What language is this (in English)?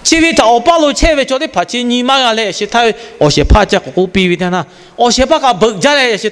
Lahu